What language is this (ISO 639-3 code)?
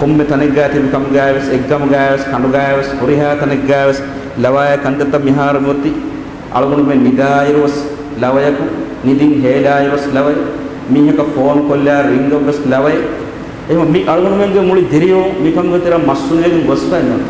div